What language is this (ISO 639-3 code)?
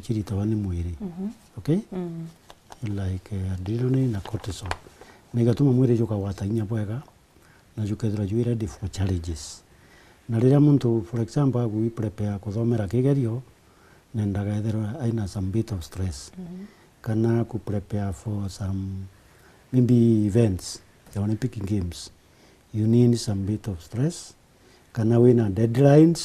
mer